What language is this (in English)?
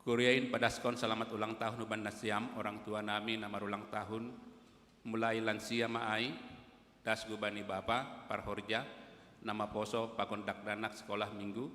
Batak Simalungun